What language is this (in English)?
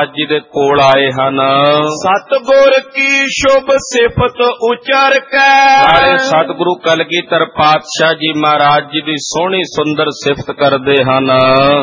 Punjabi